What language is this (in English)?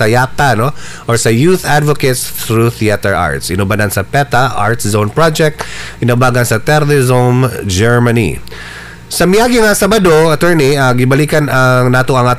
Cebuano